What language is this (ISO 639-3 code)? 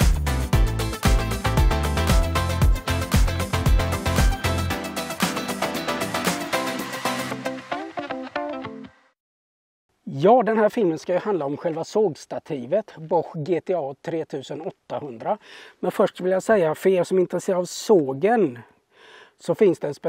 swe